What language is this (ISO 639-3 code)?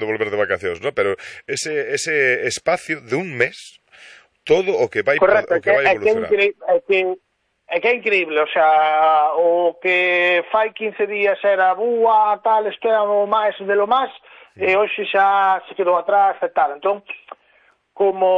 glg